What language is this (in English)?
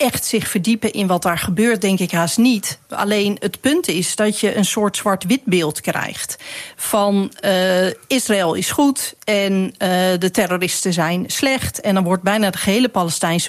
Dutch